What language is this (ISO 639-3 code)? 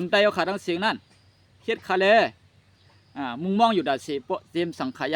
shn